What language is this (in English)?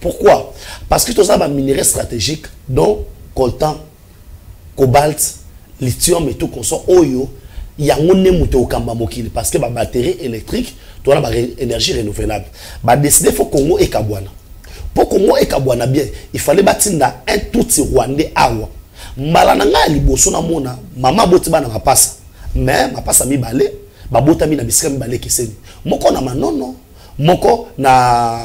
Lingala